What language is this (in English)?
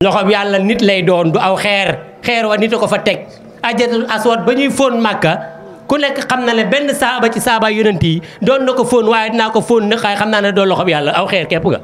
Wolof